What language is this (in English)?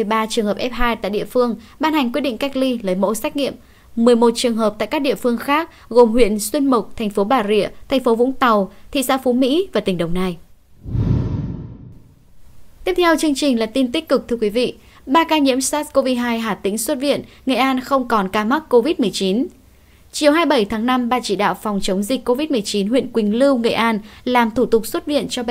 Vietnamese